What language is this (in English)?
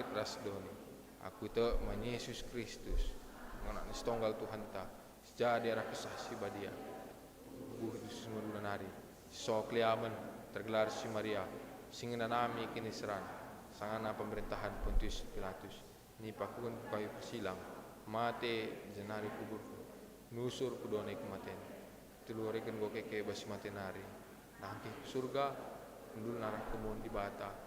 Batak Karo